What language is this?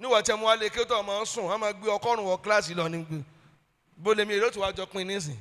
Yoruba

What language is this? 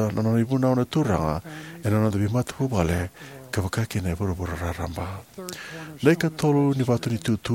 Fijian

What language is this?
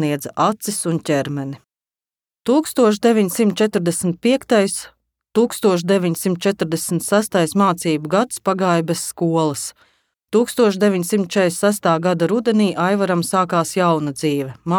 Latvian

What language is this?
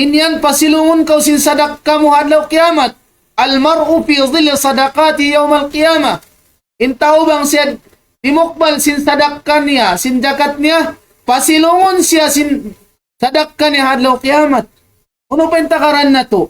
Tausug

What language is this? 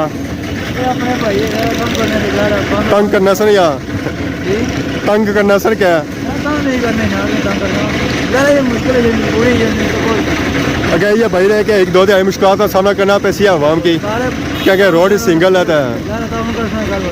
Pahari-Potwari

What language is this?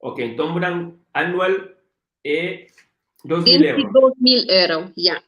Kabuverdianu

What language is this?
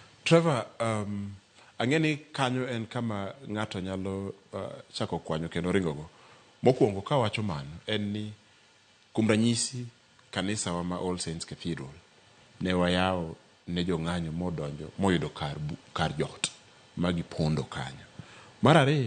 Luo (Kenya and Tanzania)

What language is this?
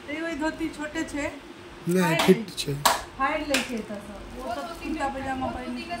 Maithili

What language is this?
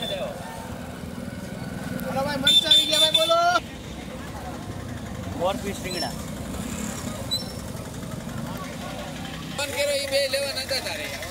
Gujarati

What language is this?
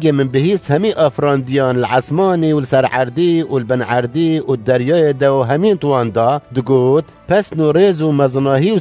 Kurdish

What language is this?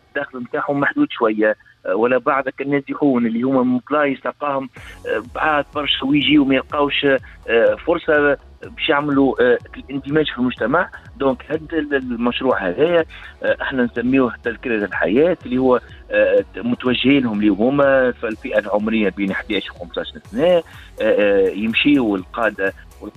Tunisian Arabic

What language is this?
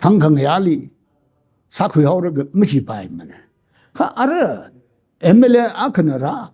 Tangkhul Naga (India)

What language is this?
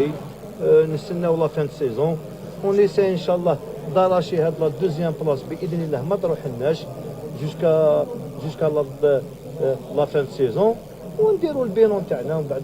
Algerian Arabic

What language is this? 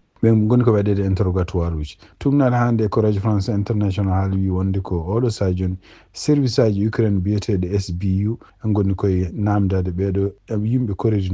Fula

